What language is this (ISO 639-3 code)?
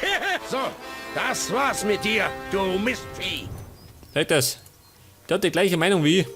bar